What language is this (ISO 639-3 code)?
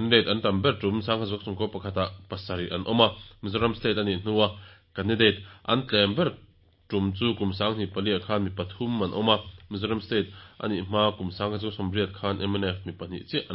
lus